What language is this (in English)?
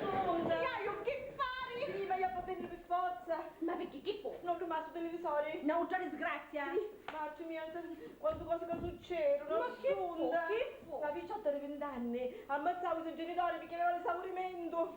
Sicilian